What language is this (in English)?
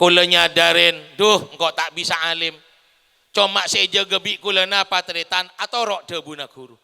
Madurese